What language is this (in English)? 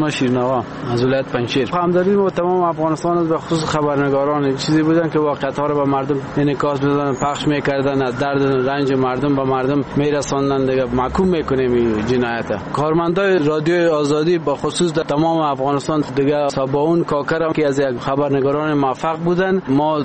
Persian